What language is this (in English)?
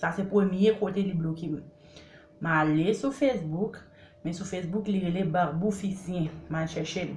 Haitian Creole